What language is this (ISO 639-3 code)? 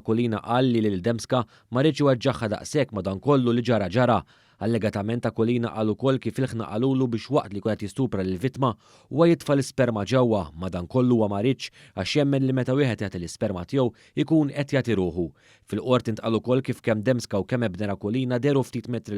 mlt